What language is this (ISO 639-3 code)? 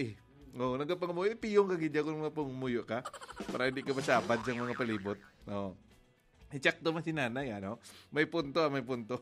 hil